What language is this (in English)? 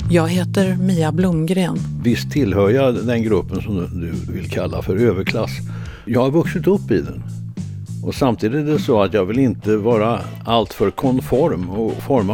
Swedish